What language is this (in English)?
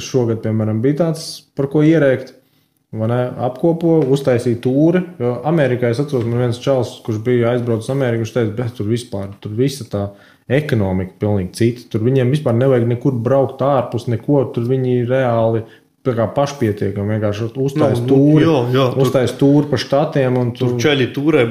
Latvian